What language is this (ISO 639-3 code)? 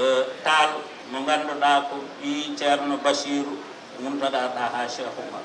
ful